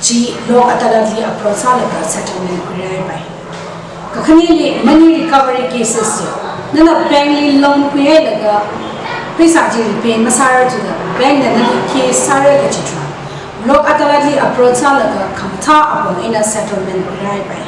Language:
Tangkhul Naga (India)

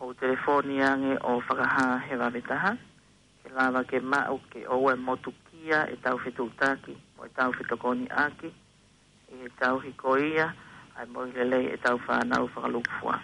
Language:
Tongan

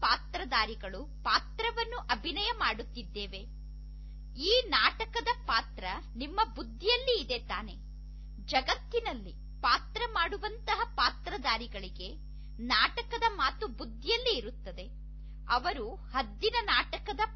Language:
Kannada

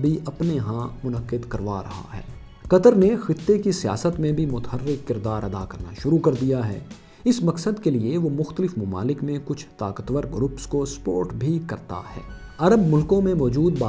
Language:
Urdu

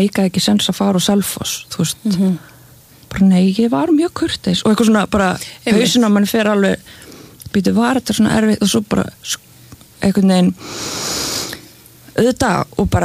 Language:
Icelandic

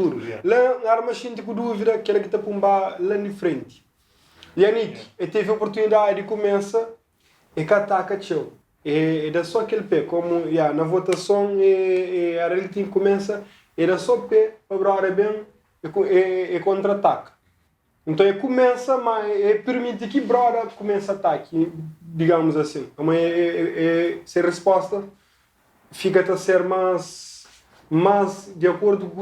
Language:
Kabuverdianu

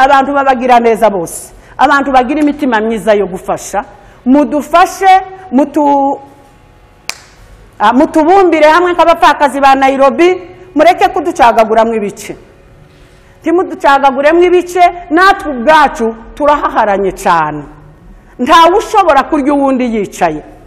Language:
Kinyarwanda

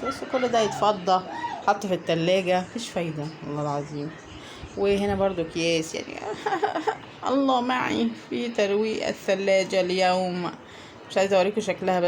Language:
Egyptian Arabic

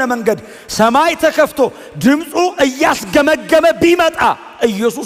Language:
Amharic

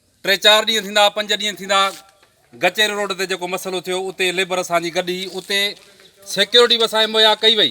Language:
Sindhi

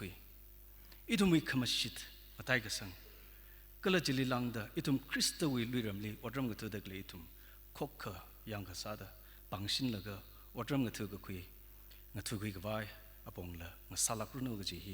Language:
Tangkhul Naga (India)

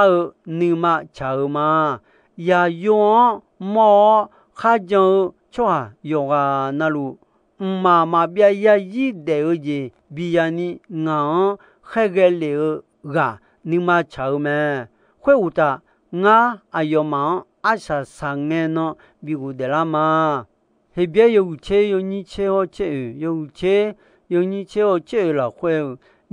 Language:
Akha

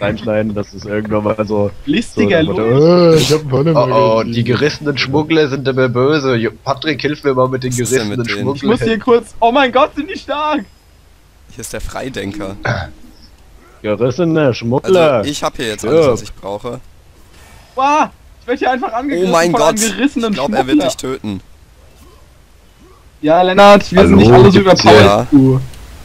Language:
German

